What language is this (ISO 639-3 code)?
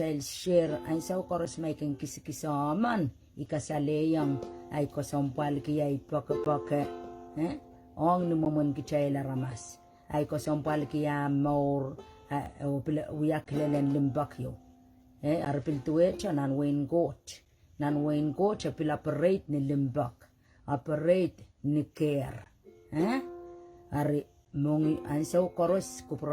pon